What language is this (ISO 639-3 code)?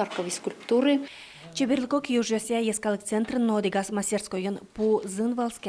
udm